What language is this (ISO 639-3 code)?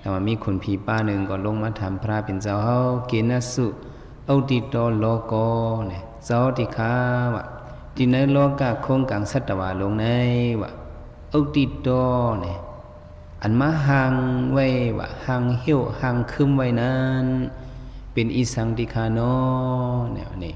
lao